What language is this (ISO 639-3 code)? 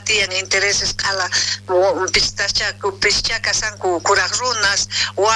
quh